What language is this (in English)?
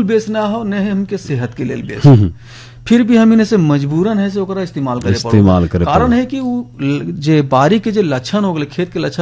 Bhojpuri